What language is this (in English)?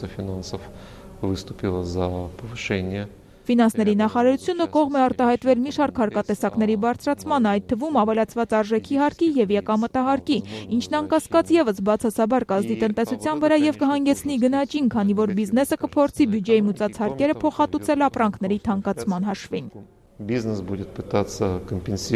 Armenian